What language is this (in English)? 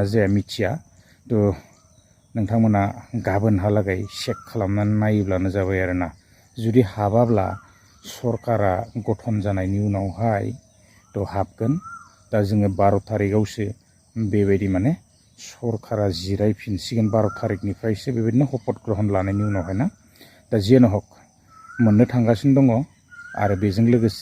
Bodo